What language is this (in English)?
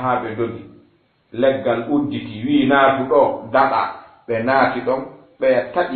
Fula